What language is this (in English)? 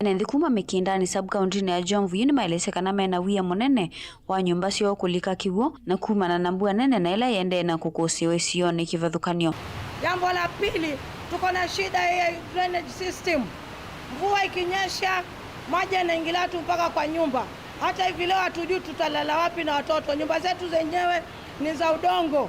Kamba